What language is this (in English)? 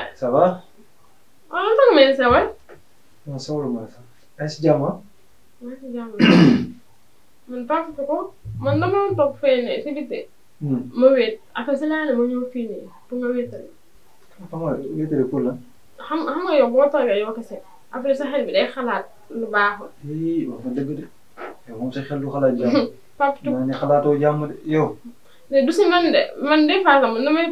Wolof